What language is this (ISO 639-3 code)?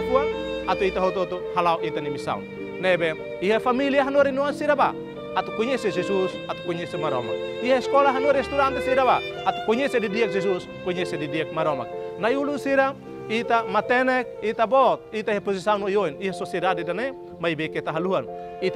tet